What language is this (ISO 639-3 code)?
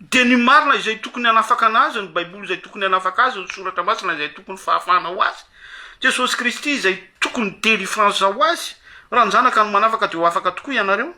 mlg